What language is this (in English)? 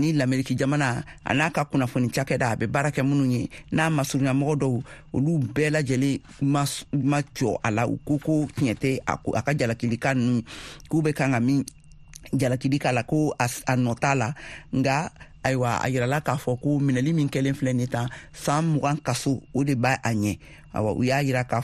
Bambara